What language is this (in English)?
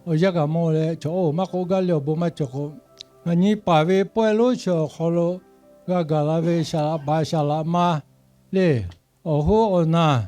Lahu